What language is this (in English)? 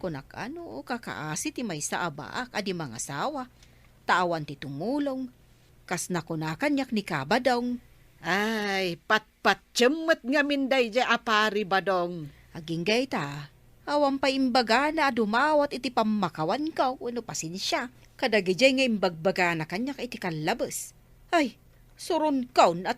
Iloko